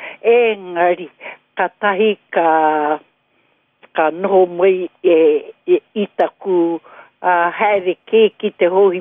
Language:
Māori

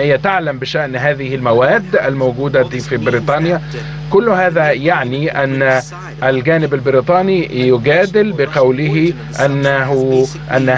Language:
Arabic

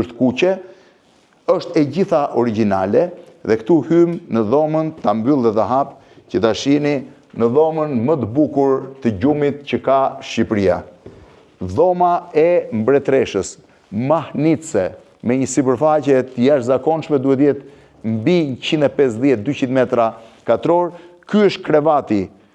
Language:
Albanian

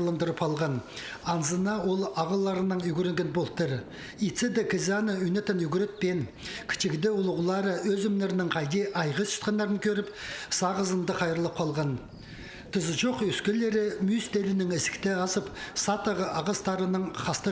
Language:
Khakas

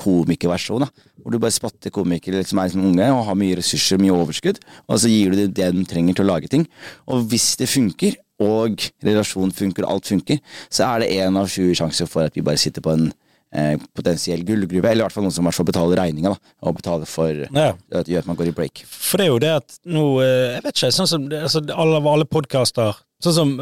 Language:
Norwegian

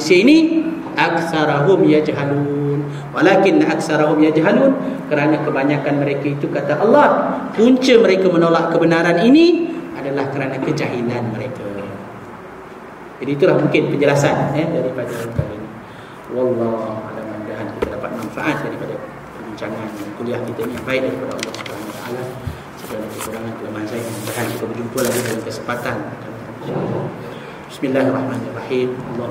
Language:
Malay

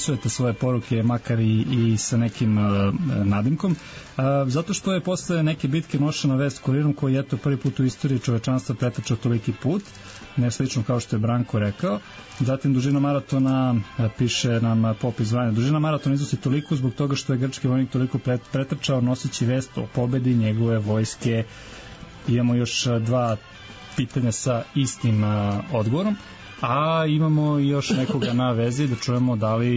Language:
Serbian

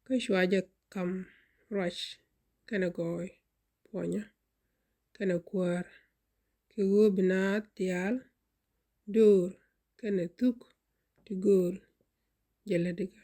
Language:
Nuer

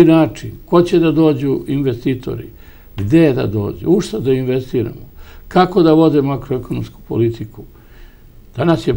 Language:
Serbian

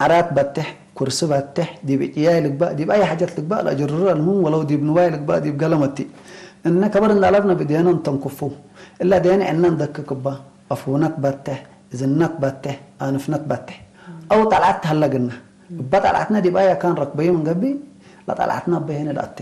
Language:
Tigre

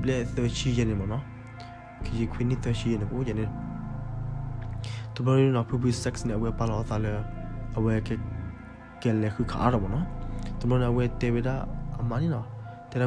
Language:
S'gaw Karen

